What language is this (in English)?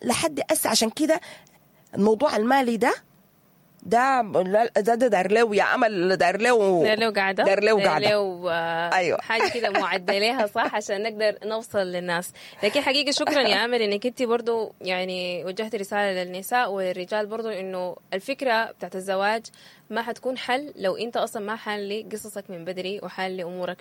Sudanese Arabic